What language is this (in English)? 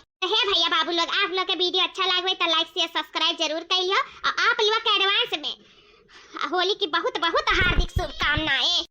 Awadhi